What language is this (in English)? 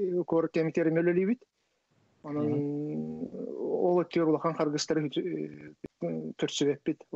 Yakut